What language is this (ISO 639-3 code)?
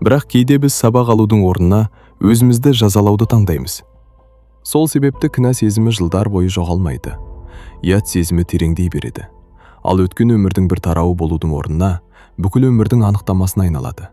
kaz